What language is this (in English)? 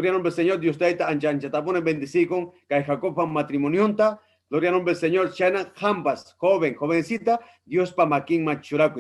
Ayacucho Quechua